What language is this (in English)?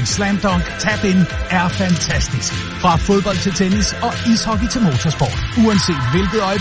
Danish